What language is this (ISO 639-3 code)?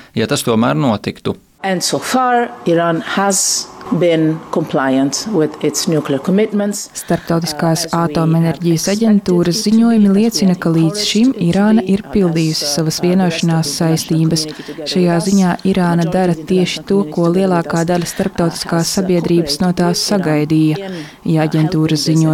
lav